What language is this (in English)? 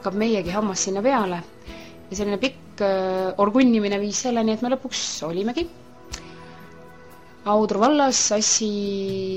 Estonian